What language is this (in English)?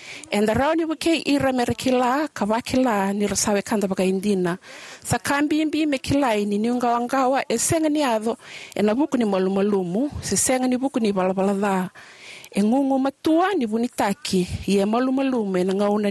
Fijian